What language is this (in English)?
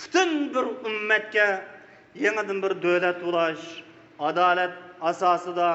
Uyghur